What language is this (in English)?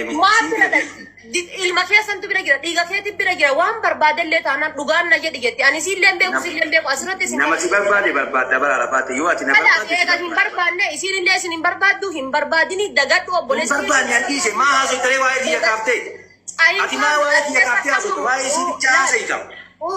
Oromo